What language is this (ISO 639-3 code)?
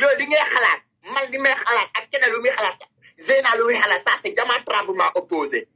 wol